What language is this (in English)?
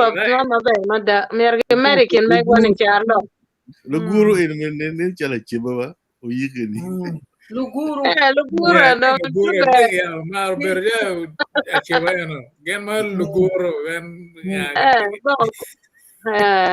Acoli